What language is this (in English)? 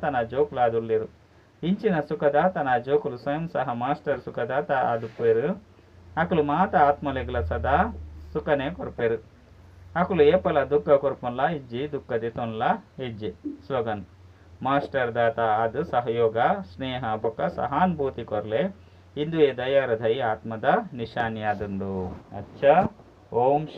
Tulu